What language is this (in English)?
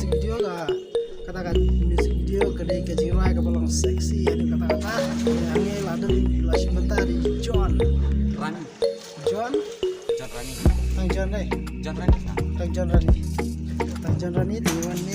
Khasi